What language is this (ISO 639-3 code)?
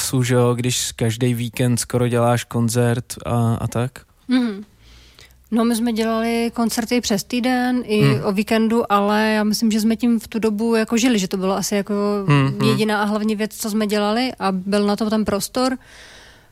ces